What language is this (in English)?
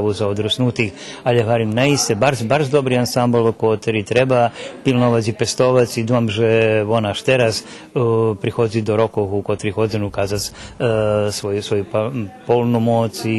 Rusyn